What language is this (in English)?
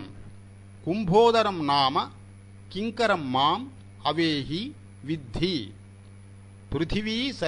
Sanskrit